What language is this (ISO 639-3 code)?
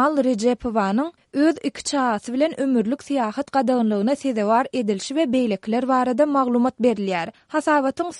tuk